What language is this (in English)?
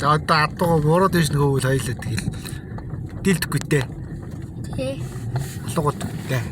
Mongolian